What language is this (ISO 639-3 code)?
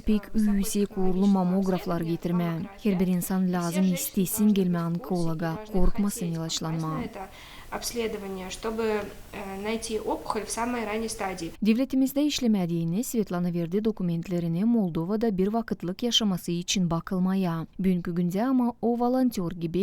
gag